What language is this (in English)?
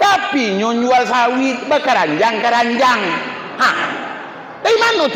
Minangkabau